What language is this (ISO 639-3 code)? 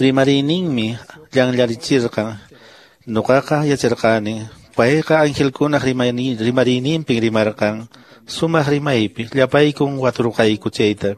que